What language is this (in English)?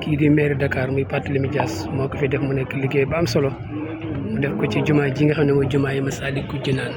Wolof